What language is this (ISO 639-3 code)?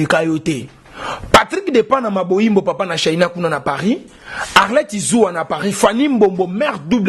lin